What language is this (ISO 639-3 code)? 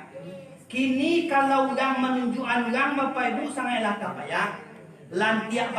min